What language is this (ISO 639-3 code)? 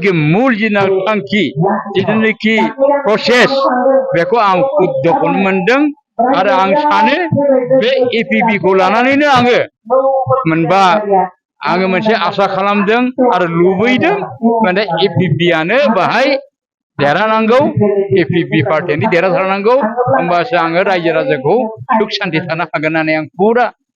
brx